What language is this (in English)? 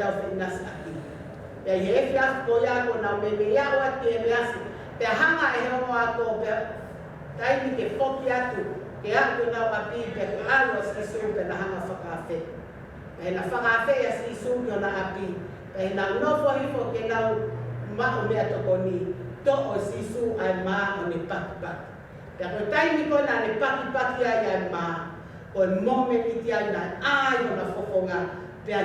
Tongan